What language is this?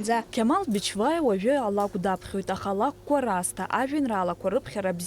Abkhazian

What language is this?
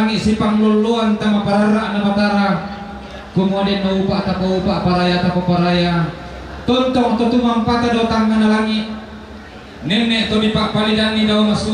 Toraja-Sa'dan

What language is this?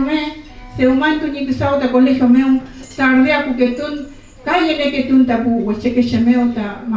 Mapuche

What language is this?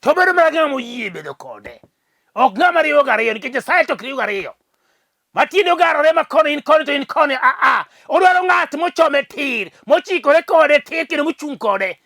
Luo (Kenya and Tanzania)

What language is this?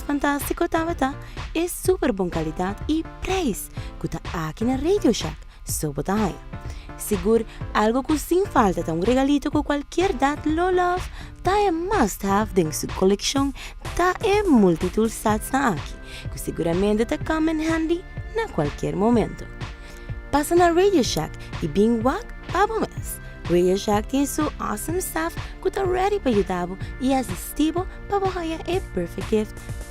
Papiamento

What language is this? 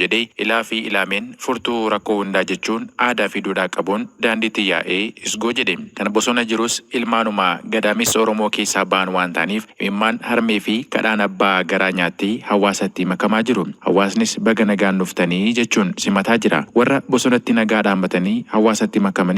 Oromo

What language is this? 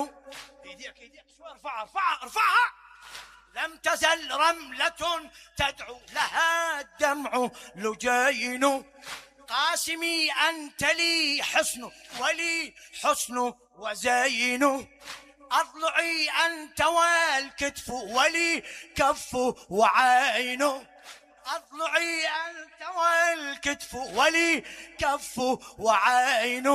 Mesopotamian Arabic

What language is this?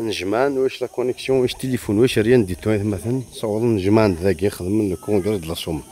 Kabyle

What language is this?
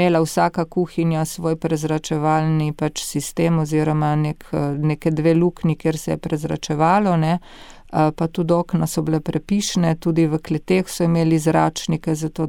Slovenian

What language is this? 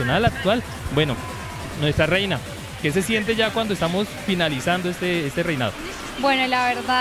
Spanish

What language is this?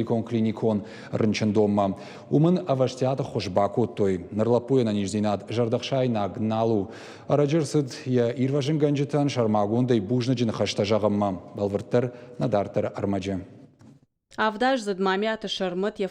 Ossetic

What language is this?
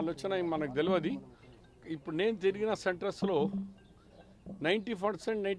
Telugu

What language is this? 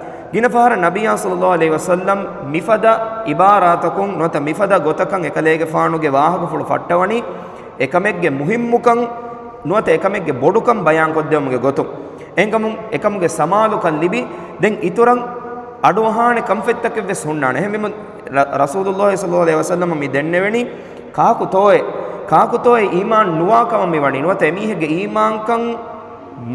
Divehi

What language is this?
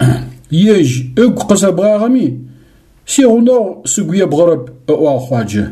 Adyghe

